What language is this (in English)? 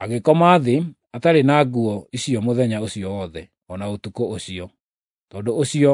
Kikuyu